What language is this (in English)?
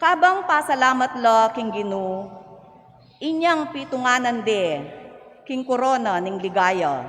Pampanga